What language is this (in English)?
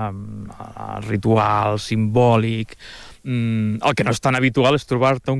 Catalan